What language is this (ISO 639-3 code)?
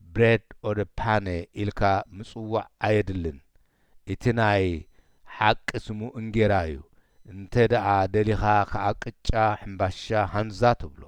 tir